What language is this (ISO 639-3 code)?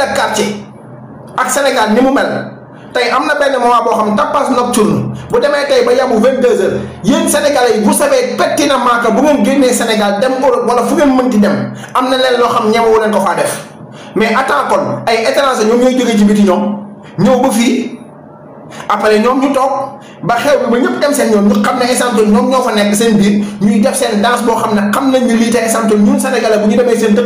wol